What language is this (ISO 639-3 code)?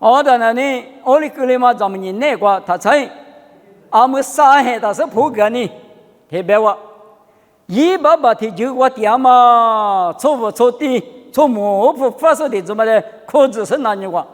lis